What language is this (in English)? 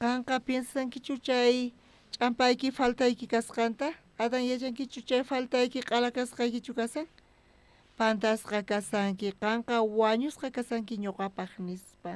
South Bolivian Quechua